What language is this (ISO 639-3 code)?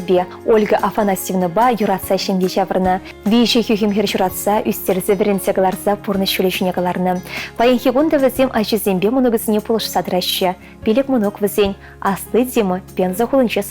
chv